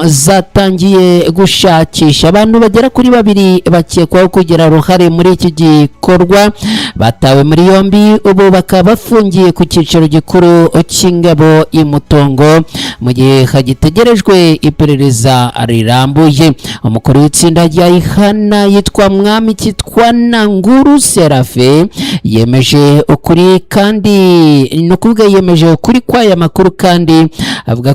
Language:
Kinyarwanda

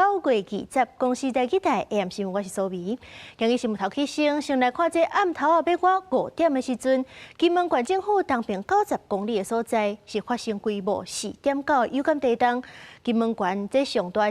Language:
Min Nan Chinese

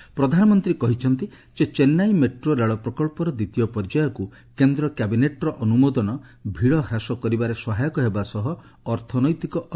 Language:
Odia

